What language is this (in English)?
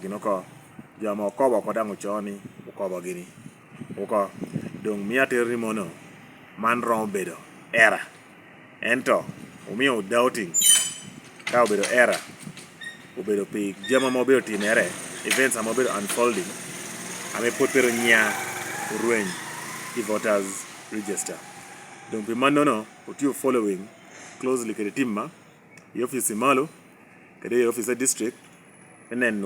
Lango (Uganda)